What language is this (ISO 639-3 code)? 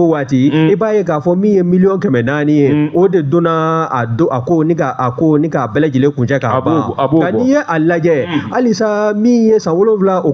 bam